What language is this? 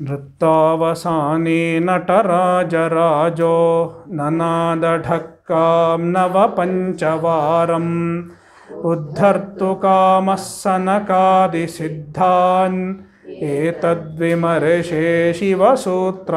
Sanskrit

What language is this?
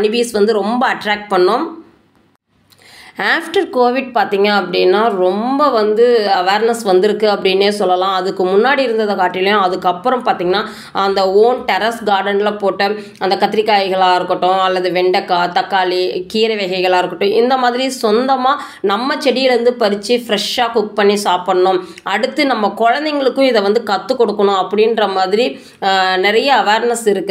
Tamil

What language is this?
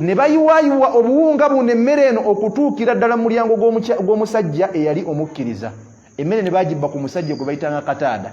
Ganda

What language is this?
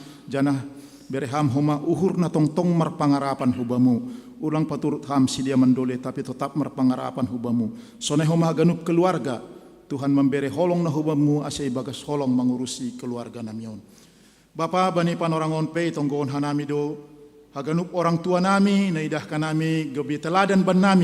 Batak Simalungun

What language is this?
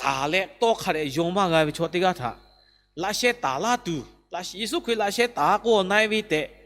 Lahu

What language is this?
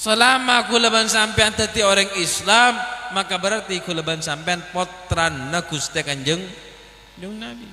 Madurese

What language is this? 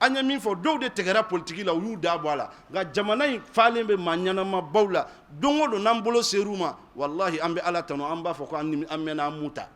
Bambara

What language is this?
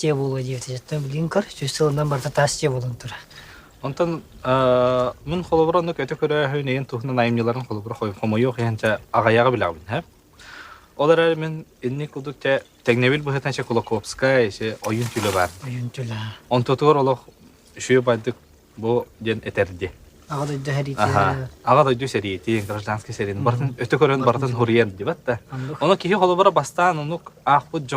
Yakut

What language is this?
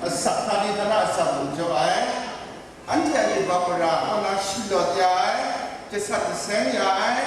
Kachin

